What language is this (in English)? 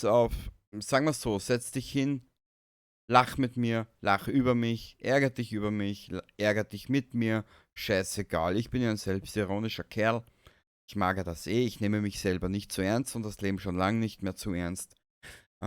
Bavarian